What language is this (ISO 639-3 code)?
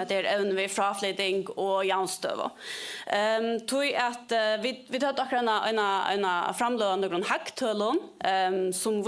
fao